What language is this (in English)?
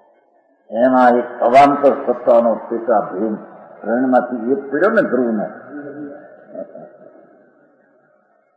Gujarati